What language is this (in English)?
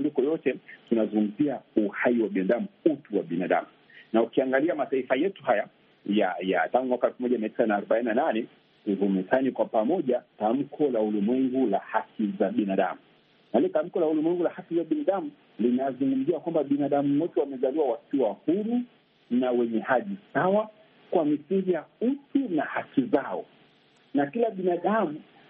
Swahili